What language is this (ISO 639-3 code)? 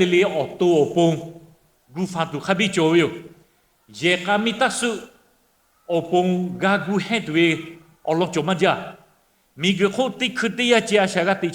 lhu